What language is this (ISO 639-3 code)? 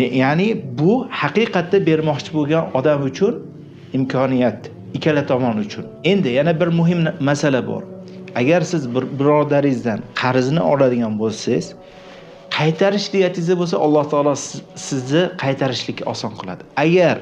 uzb